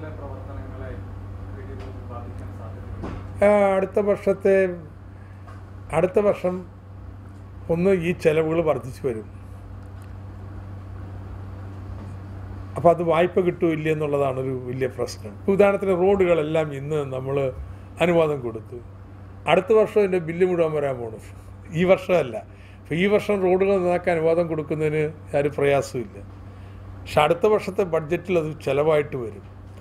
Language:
Malayalam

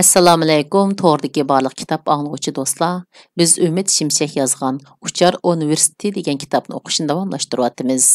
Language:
Uyghur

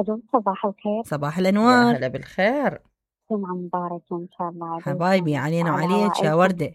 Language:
Mesopotamian Arabic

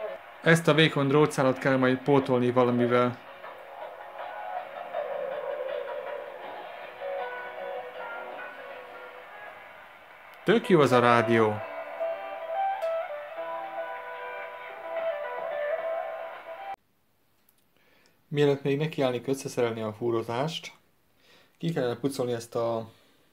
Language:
Hungarian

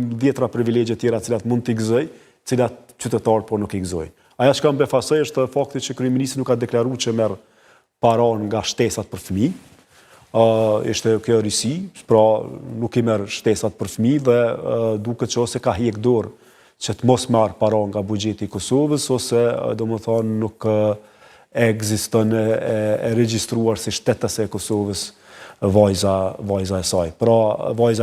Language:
Albanian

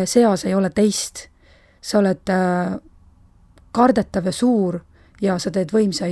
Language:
Estonian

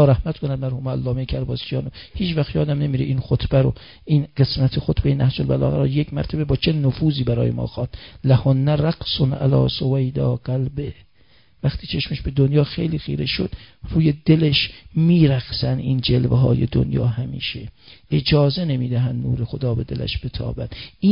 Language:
Persian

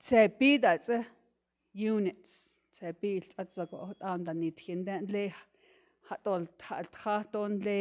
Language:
Navajo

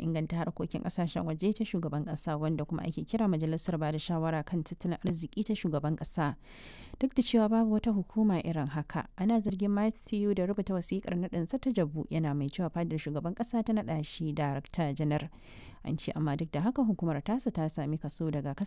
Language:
Hausa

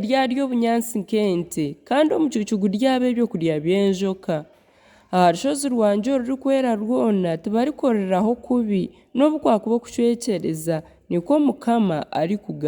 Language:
Nyankole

